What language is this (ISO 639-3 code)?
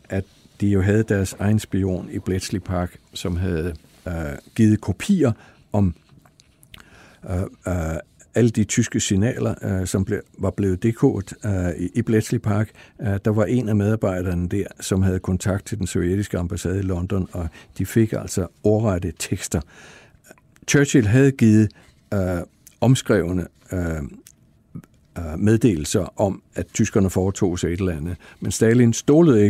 dan